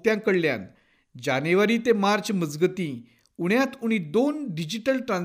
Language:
Konkani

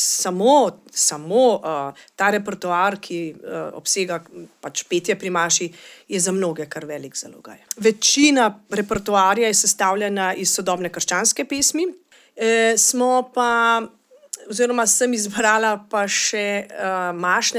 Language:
Slovenian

